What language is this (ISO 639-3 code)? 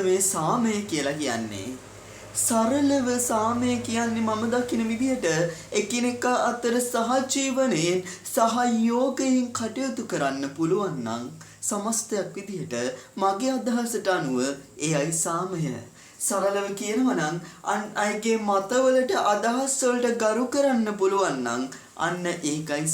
sin